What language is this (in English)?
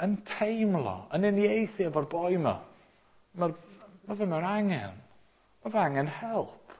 Welsh